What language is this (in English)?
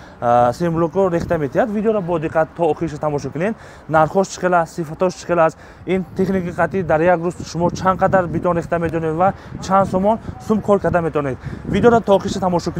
Tajik